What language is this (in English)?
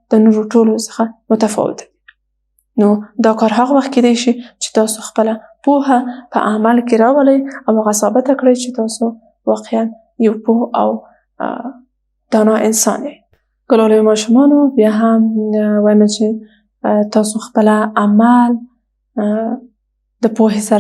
Pashto